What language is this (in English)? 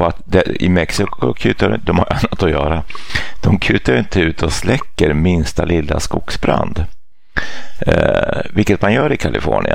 Swedish